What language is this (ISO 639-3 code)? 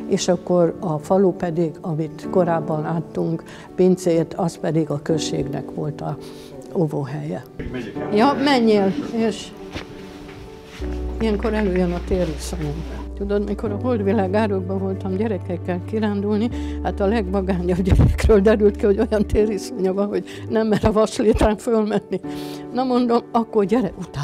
hun